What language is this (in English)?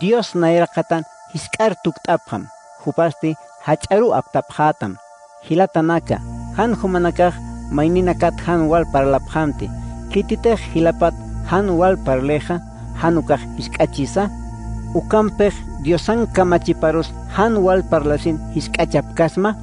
Aymara